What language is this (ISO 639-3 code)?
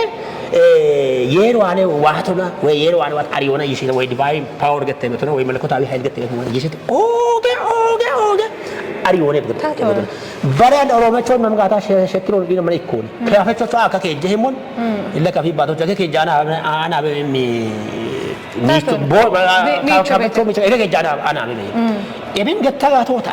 kbr